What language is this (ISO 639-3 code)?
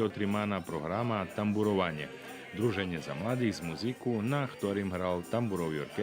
rue